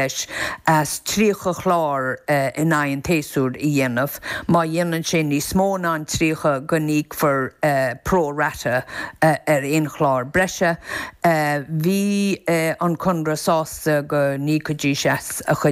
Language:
Irish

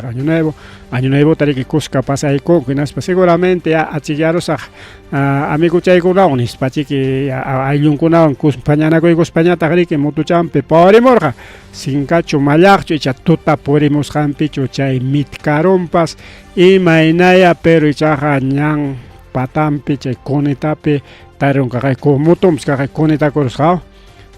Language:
Ayacucho Quechua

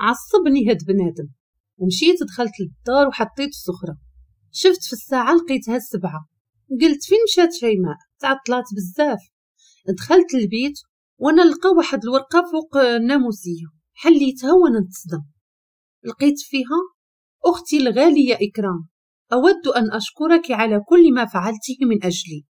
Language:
Moroccan Arabic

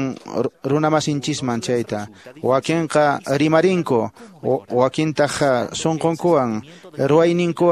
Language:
Quechua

